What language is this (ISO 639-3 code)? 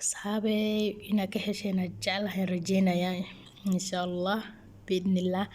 som